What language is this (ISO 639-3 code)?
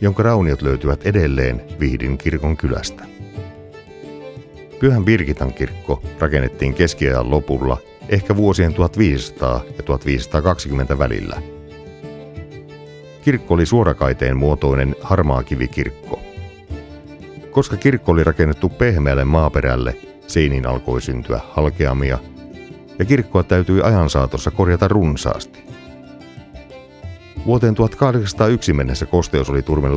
fin